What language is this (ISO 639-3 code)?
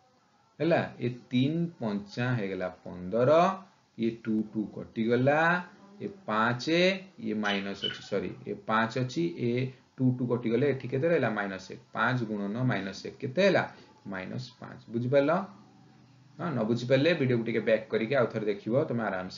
ori